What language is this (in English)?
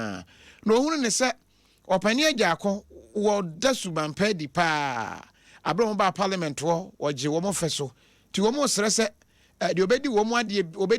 Akan